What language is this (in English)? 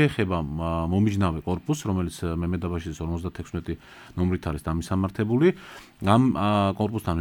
Georgian